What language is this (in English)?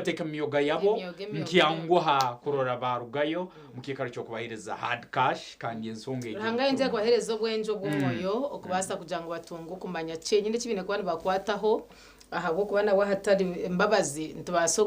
Nyankole